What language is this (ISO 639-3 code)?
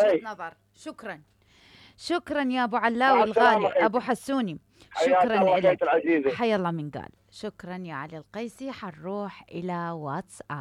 acm